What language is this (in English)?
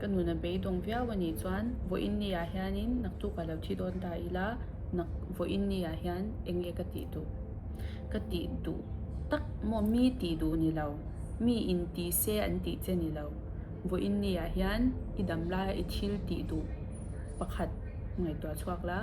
Mizo